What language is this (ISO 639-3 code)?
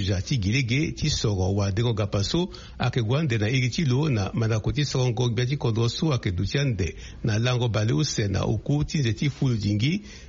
sag